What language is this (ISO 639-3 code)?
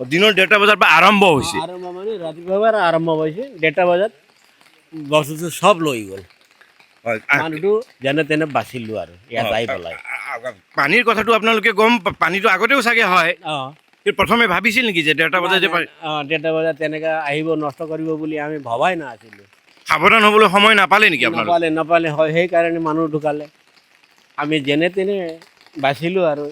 asm